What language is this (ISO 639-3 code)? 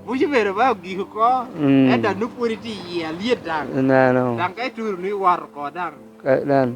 laj